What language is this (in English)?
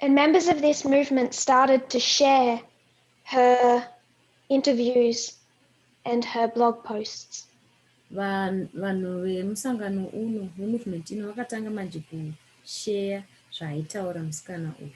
Shona